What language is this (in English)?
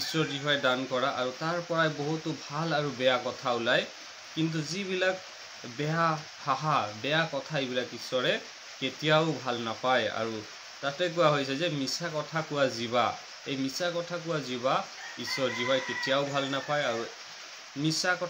Assamese